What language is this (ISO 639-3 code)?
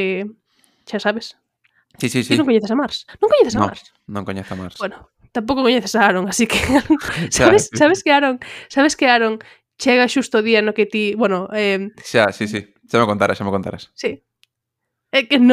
glg